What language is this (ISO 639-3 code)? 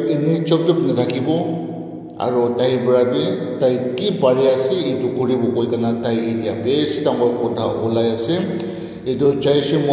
nag